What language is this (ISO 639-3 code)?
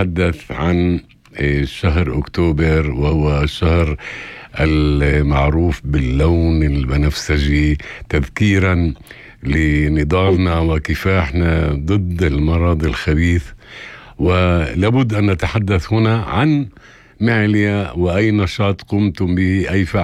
apc